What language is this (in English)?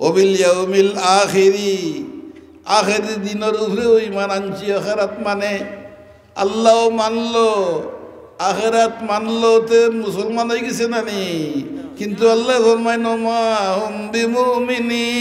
Sylheti